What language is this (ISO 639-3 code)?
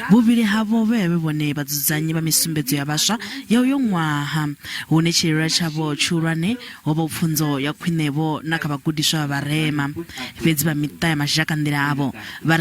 ven